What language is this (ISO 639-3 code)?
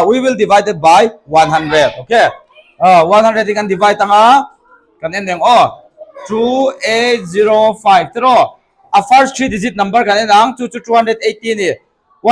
lus